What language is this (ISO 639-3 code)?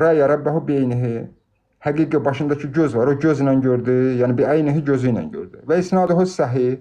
aze